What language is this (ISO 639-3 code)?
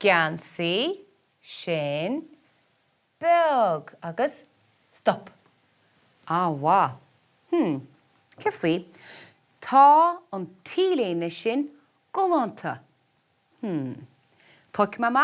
gle